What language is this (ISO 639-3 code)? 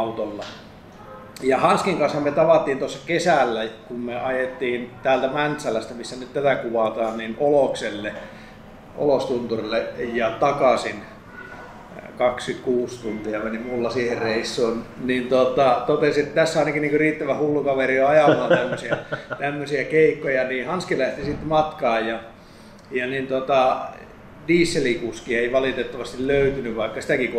fin